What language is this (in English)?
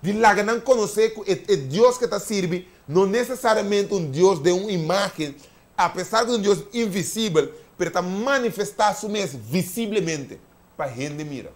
Papiamento